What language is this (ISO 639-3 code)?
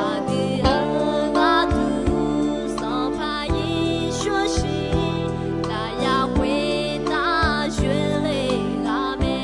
ahk